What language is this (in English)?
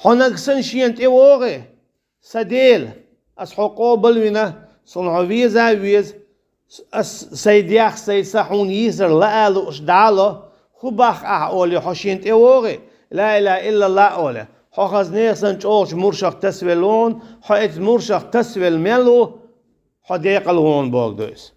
Chechen